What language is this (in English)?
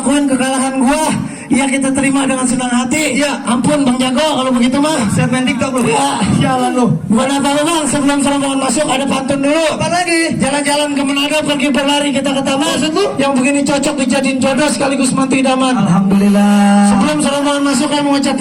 Betawi